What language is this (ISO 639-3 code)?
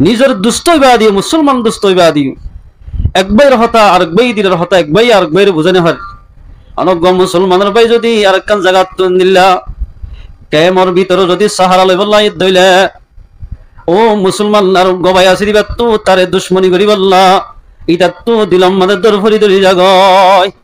rhg